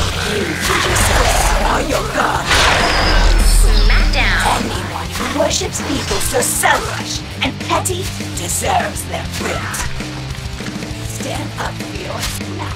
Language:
English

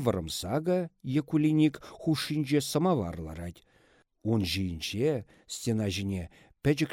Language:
Chuvash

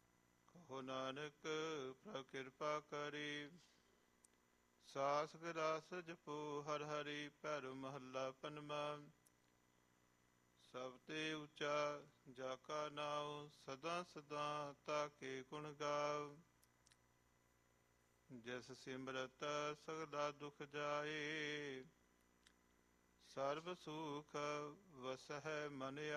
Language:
Punjabi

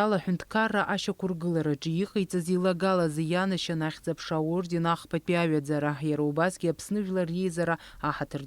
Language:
Abkhazian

